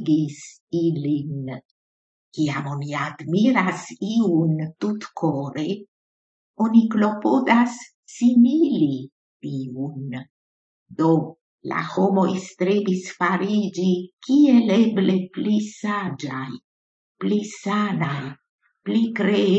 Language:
Esperanto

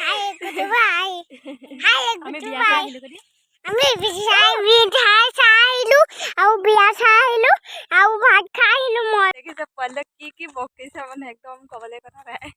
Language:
Assamese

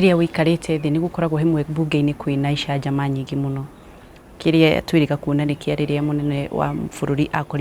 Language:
Kikuyu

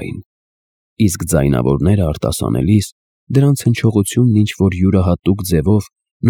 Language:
Armenian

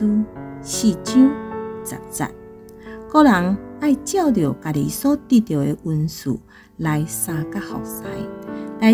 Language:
Min Nan Chinese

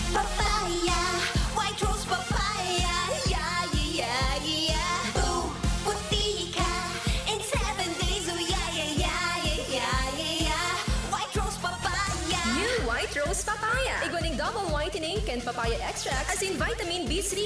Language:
Bikol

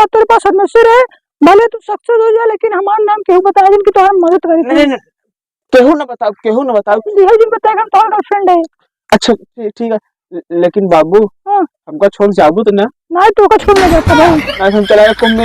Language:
Awadhi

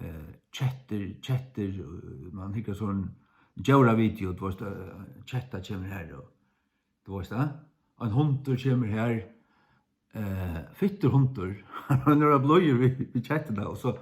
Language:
Faroese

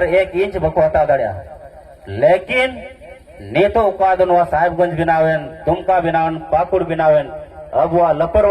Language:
Santali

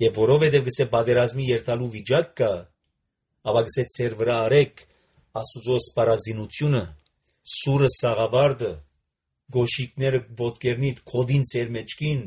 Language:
Armenian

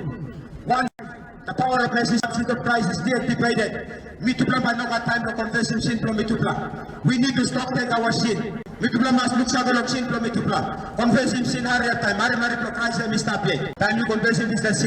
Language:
Tok Pisin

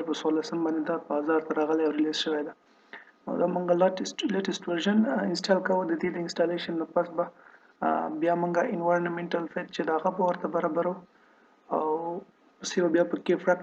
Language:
Pashto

